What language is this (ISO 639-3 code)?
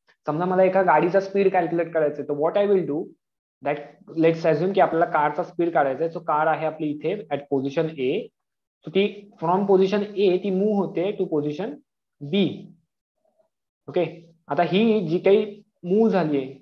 mar